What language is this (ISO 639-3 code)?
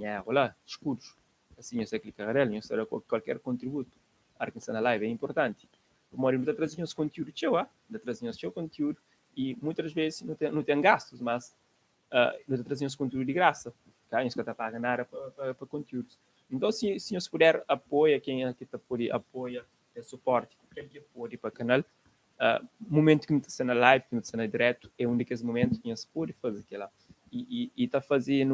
kea